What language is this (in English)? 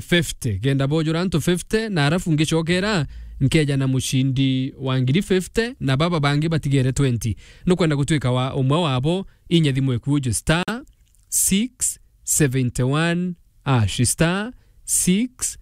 Meru